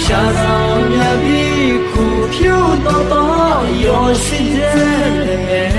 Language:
Akha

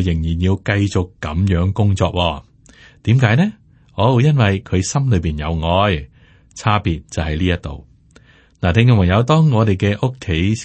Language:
Cantonese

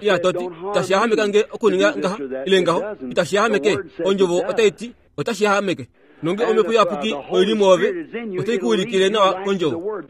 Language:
Kuanyama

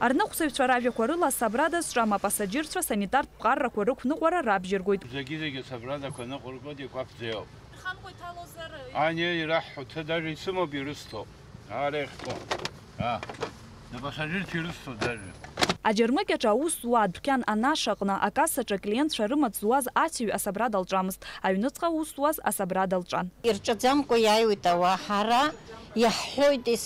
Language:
Abkhazian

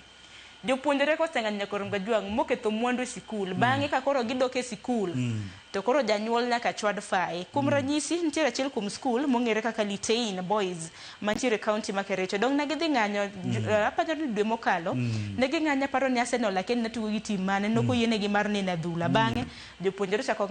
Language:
Luo (Kenya and Tanzania)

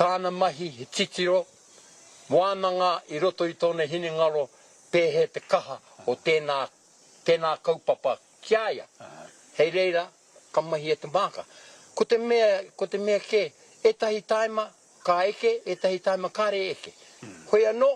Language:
Māori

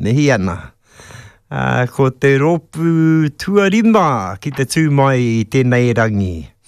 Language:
Māori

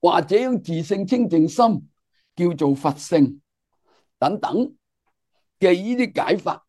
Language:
Cantonese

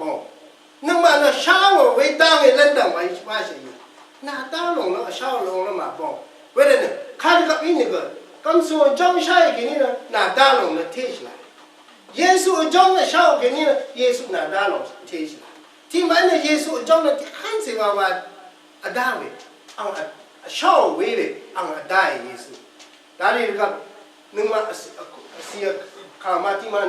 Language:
Rawang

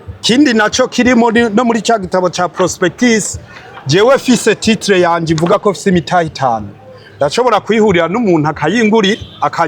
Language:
Rundi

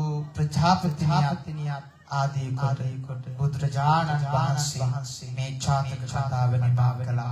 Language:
Sinhala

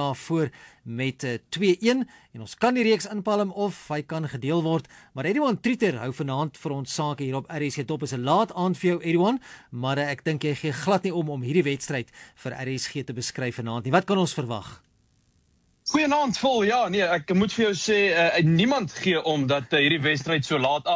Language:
Afrikaans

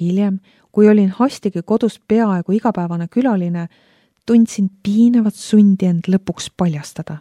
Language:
Estonian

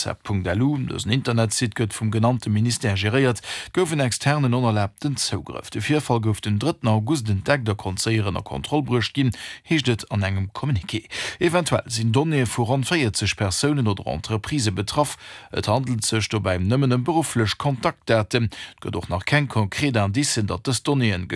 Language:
Luxembourgish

